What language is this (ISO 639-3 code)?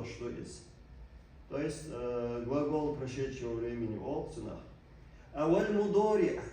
che